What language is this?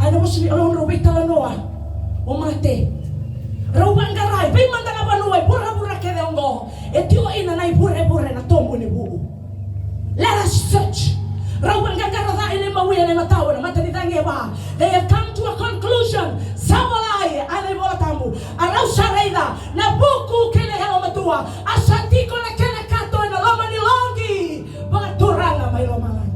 Fijian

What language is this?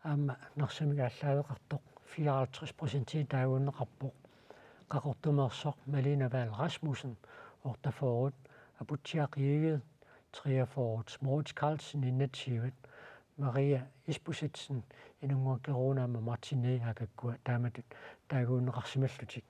Kalaallisut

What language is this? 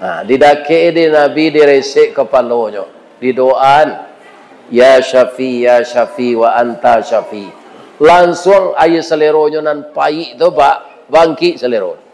Minangkabau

